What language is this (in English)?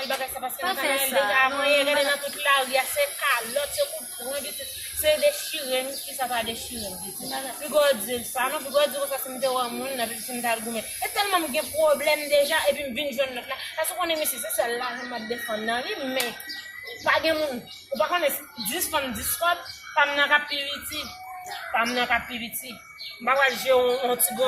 Haitian Creole